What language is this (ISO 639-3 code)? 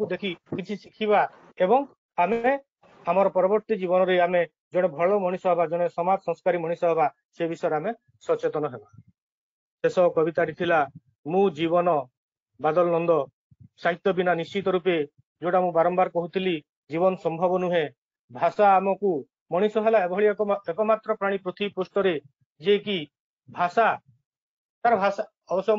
ori